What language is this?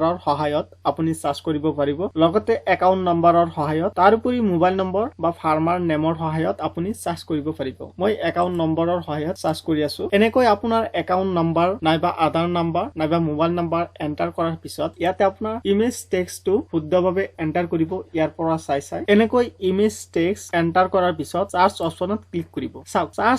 Assamese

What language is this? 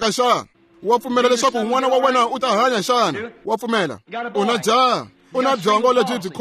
Tsonga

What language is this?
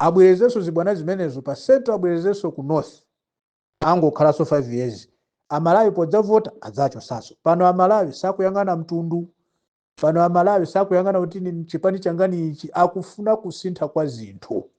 Nyanja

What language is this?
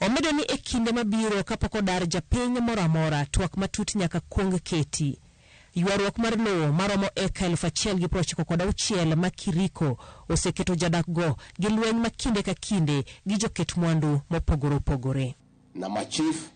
Luo (Kenya and Tanzania)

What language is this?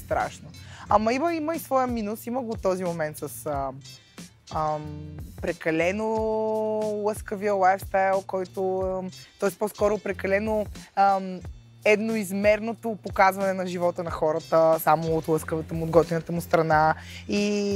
Bulgarian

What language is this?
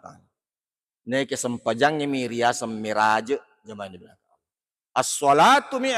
Buginese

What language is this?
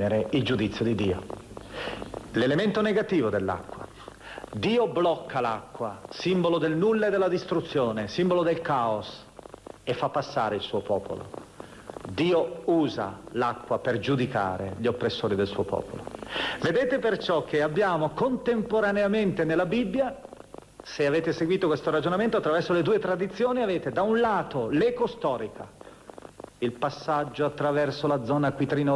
Italian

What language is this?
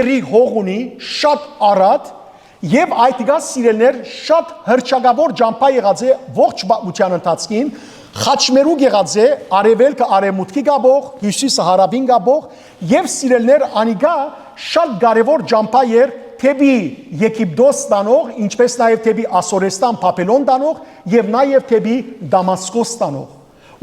Western Armenian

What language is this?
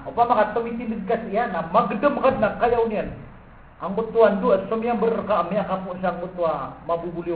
Maranao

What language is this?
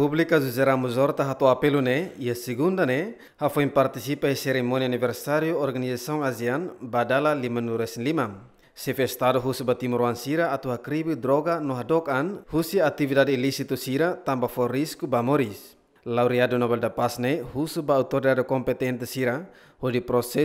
Tetum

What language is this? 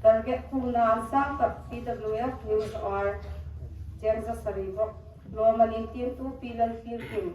Hmar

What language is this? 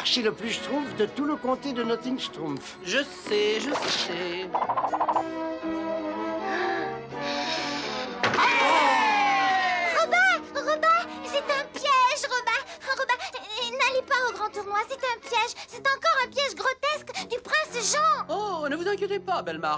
French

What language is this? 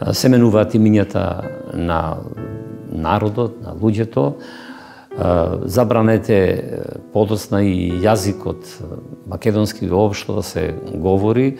Macedonian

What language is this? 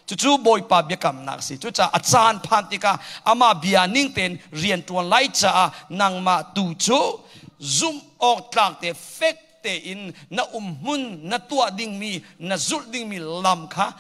Hakha Chin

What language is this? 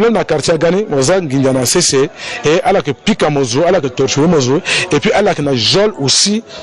Sango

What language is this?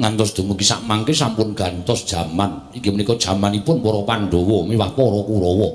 Javanese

